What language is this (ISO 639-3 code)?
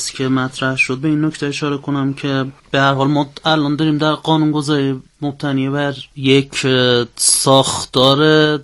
fas